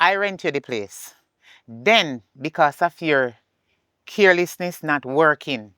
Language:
Jamaican Creole English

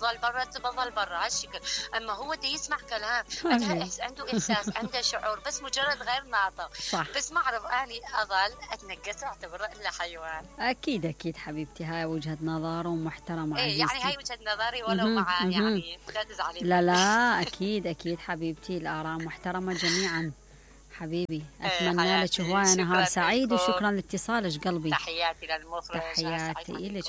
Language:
Mesopotamian Arabic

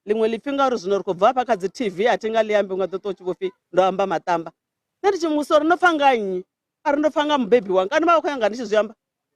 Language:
Venda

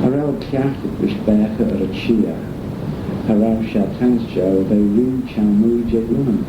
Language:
Manx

